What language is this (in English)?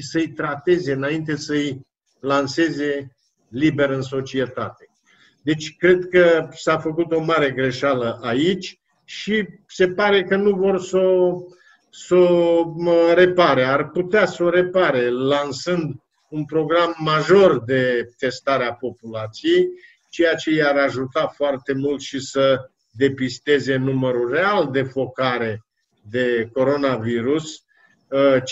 Romanian